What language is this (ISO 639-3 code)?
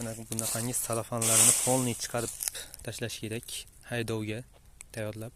uzb